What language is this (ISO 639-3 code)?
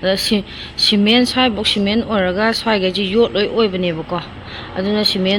mni